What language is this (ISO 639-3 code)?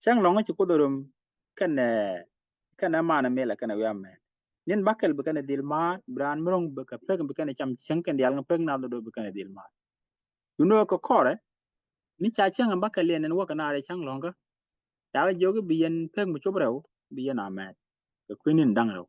nus